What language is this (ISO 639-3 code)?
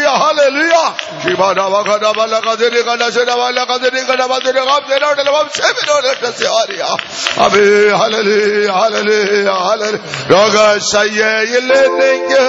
mal